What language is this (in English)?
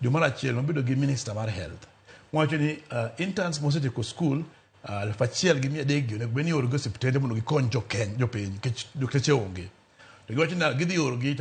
Luo (Kenya and Tanzania)